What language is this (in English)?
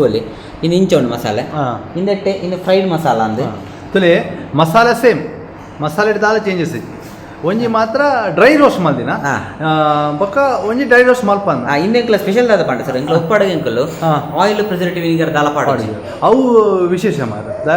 Tulu